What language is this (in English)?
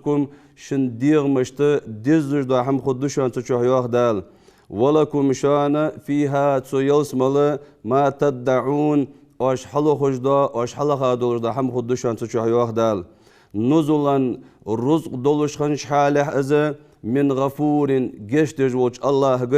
Ingush